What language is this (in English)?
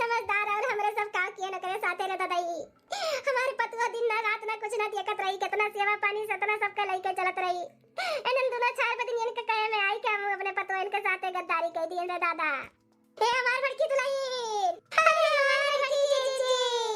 Awadhi